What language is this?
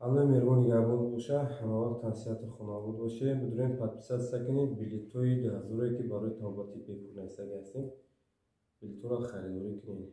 Tajik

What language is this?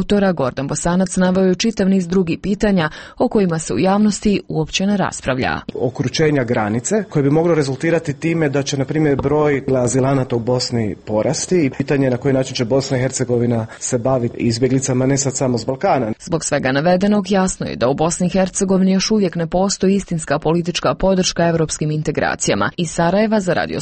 Croatian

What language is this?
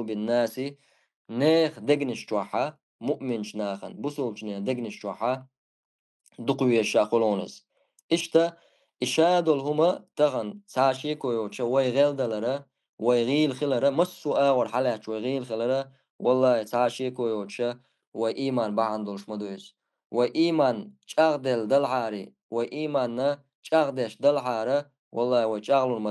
Chechen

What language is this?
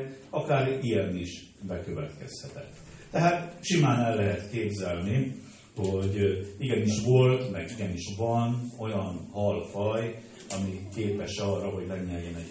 Hungarian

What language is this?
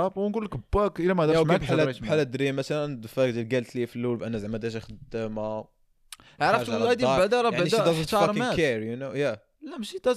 Moroccan Arabic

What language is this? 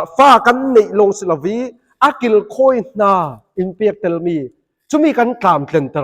Falam Chin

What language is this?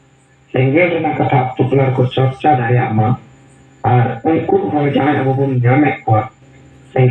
Santali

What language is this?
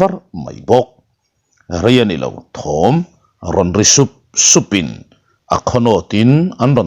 Mizo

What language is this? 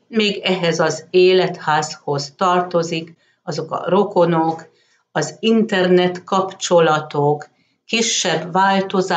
Hungarian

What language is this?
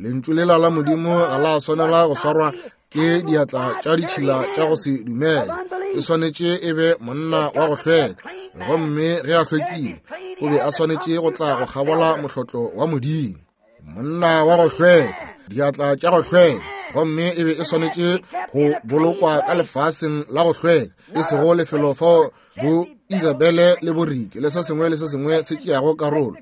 Northern Sotho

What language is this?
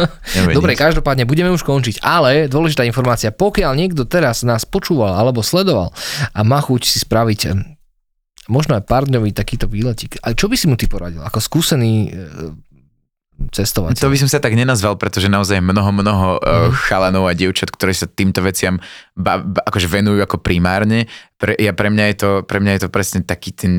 Slovak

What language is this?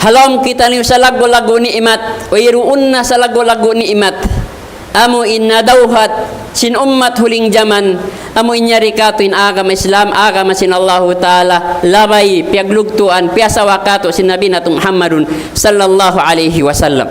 Tausug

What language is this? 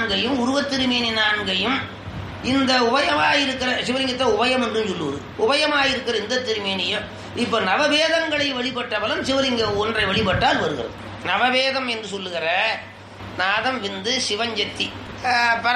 Tamil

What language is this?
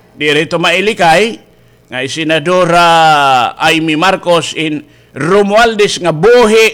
Waray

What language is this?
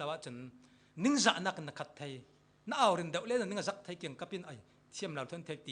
Falam Chin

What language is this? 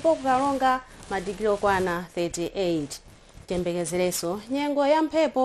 Nyanja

